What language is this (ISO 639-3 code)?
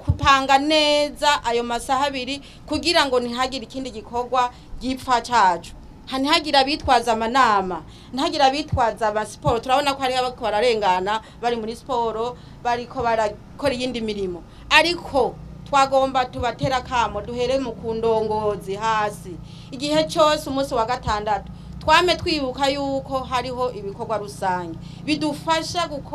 run